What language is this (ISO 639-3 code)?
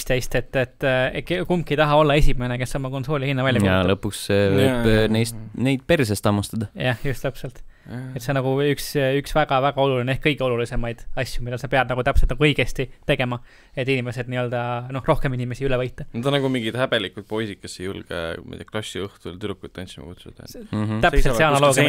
est